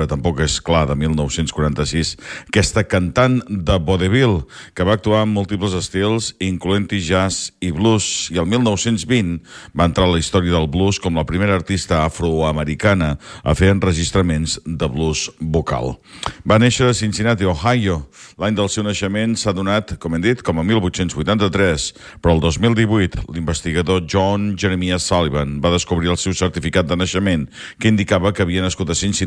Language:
Catalan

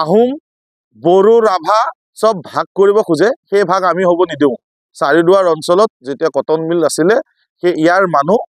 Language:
Assamese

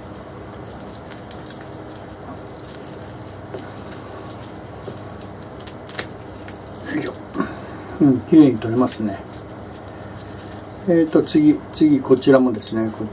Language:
Japanese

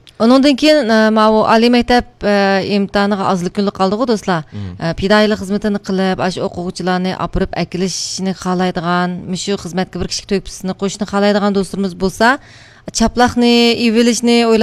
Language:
Uyghur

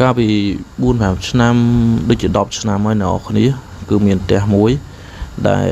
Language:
Khmer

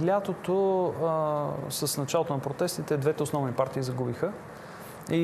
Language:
Bulgarian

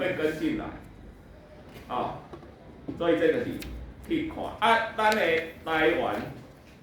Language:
Min Nan Chinese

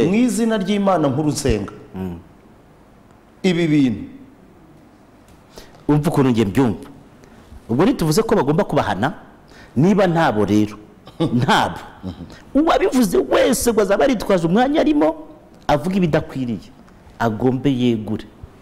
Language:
Kinyarwanda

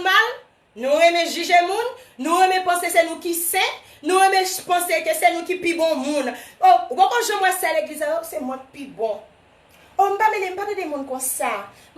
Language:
Haitian Creole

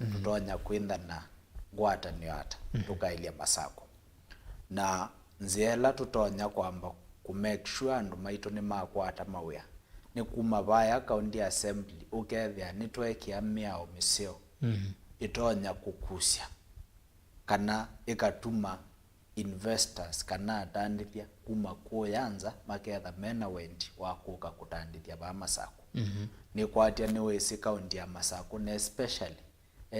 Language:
Kamba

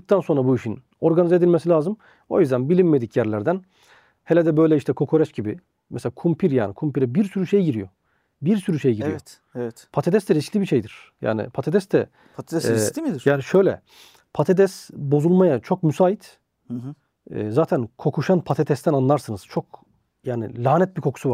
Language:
Turkish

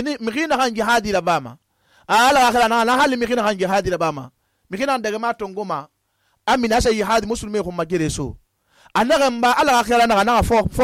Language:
Susu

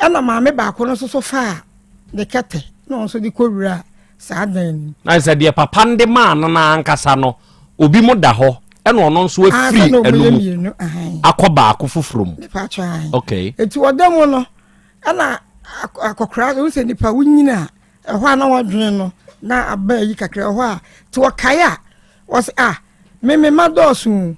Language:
Akan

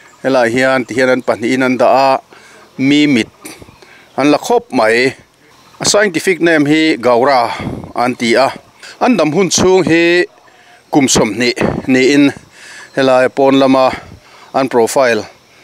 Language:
Mizo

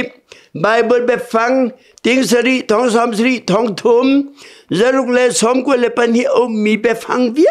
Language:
Hakha Chin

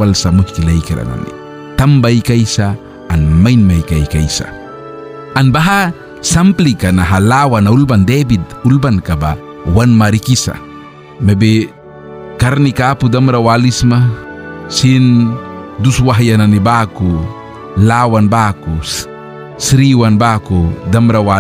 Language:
Mískito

